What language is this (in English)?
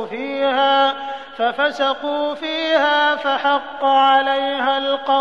Arabic